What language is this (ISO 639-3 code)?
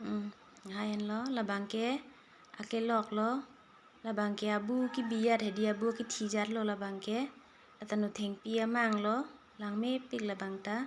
mjw